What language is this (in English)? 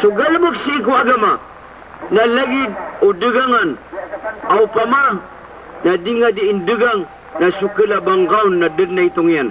Maranao